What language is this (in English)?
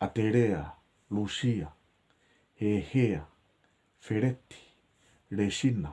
Tongan